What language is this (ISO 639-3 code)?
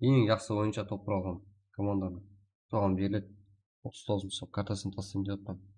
kaa